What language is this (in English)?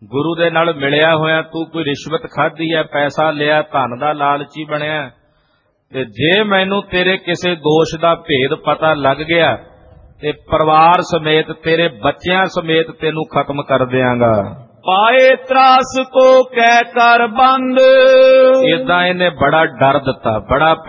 Punjabi